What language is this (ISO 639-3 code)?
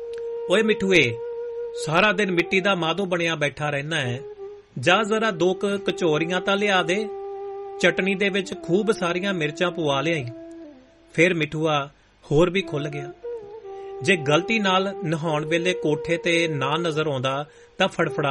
pan